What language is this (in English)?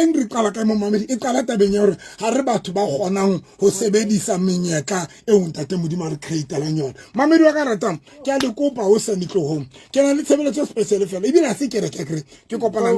Southern Sotho